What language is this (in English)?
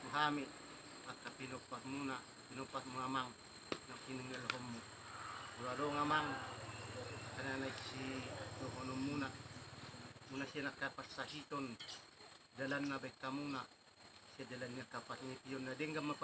Batak Toba